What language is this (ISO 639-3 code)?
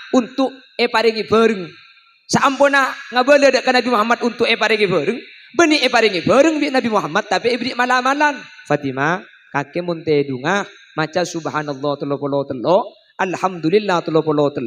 mad